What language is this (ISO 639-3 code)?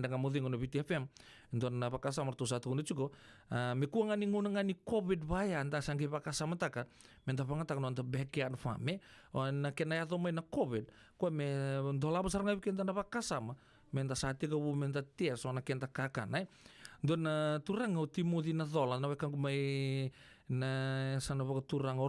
fij